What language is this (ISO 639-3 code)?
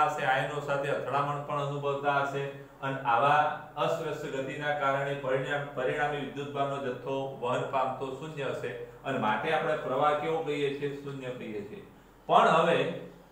guj